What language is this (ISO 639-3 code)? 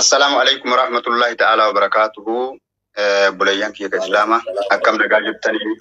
orm